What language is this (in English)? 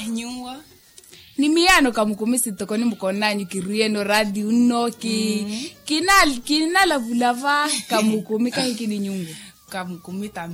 Makhuwa